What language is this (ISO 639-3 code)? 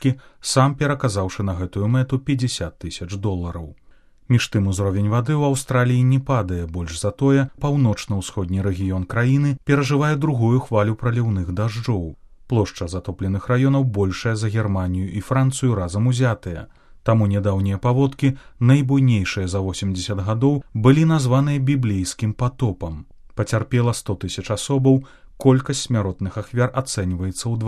bel